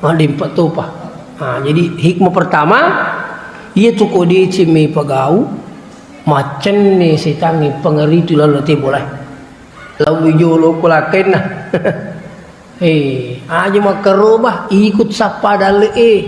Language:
Buginese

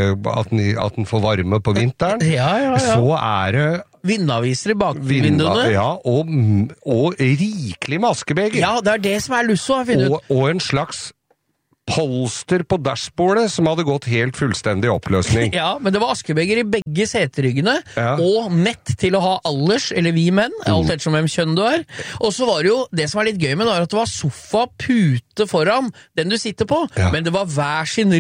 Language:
Norwegian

